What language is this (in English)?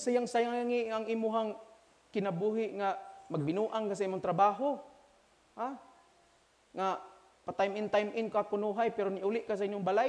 Cebuano